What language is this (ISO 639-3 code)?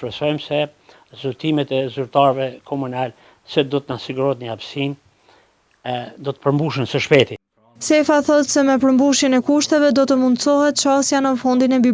sqi